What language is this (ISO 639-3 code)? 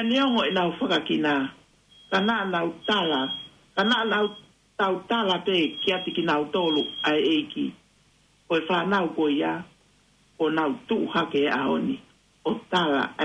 ton